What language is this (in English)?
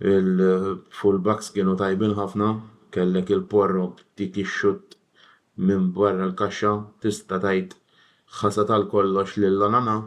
Maltese